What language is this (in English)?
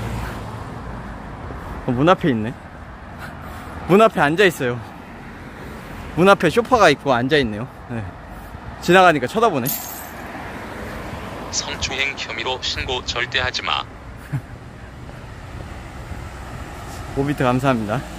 Korean